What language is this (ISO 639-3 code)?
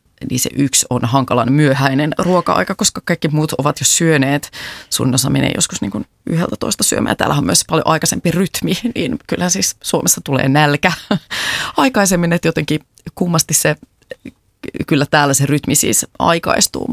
fin